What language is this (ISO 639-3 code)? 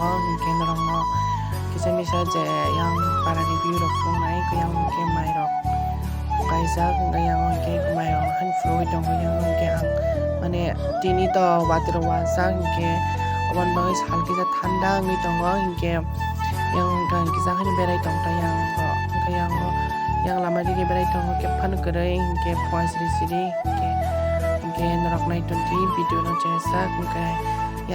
trp